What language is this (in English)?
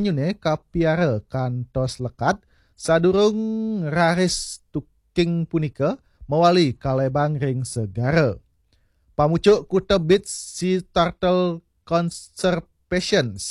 Balinese